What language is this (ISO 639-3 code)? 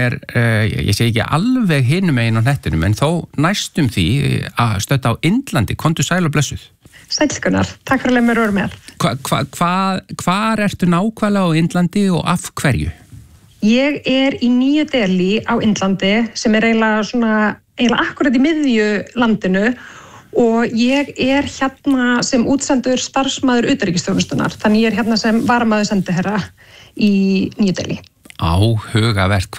isl